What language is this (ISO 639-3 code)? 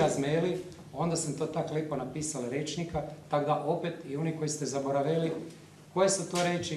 hrv